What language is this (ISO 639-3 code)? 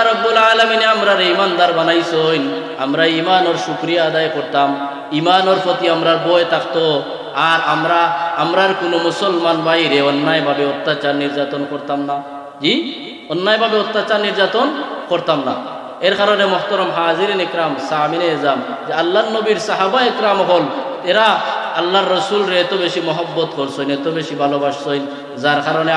syl